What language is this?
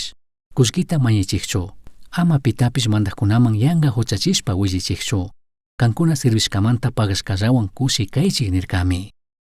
Chimborazo Highland Quichua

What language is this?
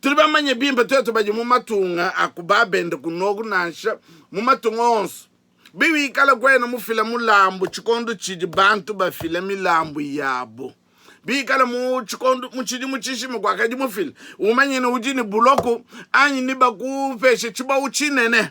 Luba-Lulua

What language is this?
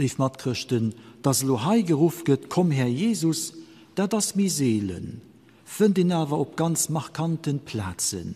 Luxembourgish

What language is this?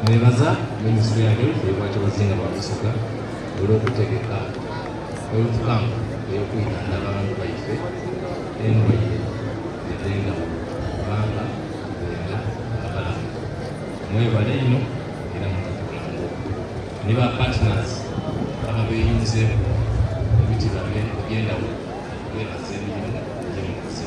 Soga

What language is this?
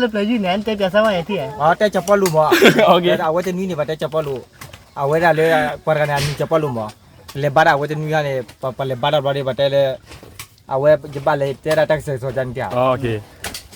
S'gaw Karen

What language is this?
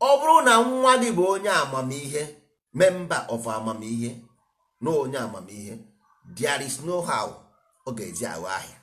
Igbo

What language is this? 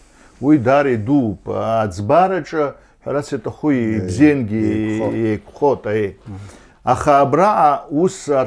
Abkhazian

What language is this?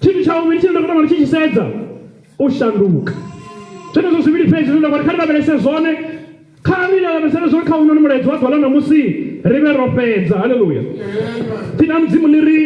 Venda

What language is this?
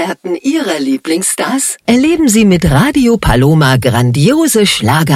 German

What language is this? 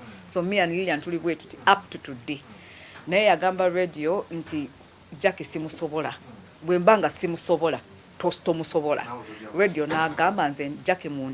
Ganda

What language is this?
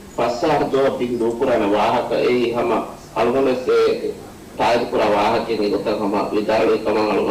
Divehi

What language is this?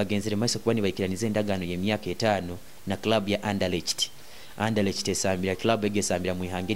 Nyoro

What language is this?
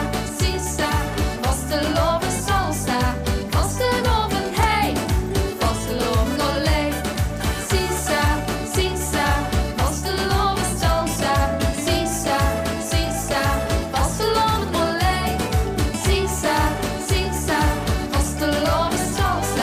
Limburgish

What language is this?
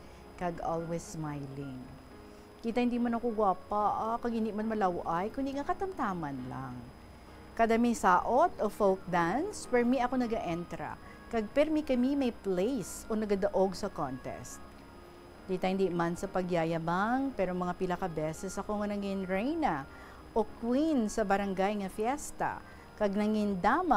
Hiligaynon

